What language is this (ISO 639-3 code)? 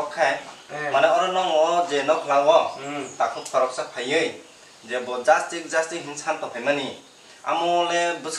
trp